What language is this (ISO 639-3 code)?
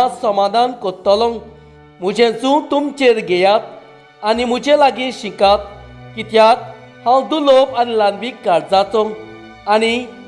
kok